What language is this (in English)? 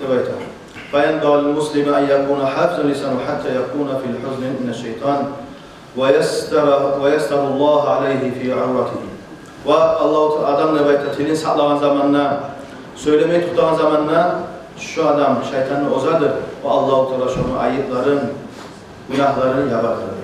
Kumyk